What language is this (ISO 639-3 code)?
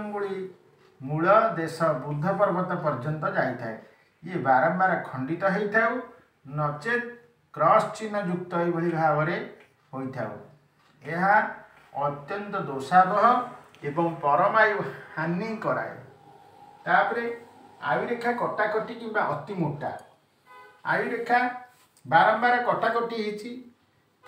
ori